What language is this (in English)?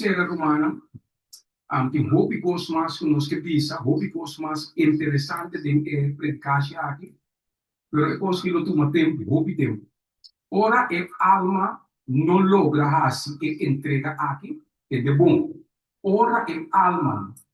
Papiamento